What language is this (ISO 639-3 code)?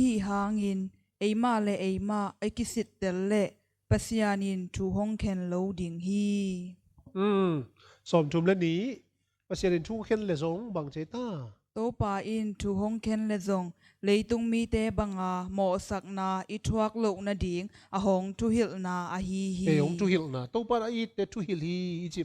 ctd